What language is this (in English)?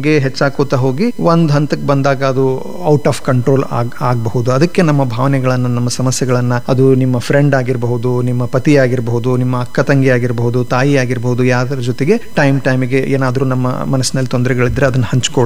Kannada